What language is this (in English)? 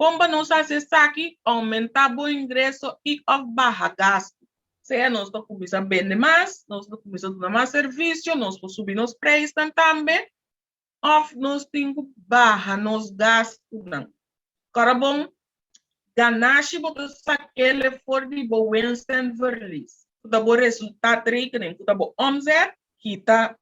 Papiamento